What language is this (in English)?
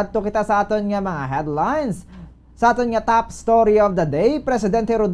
Hiligaynon